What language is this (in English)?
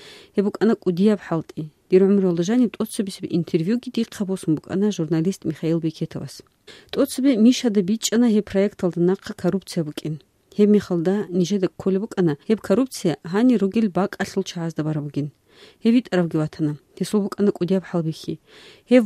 Avaric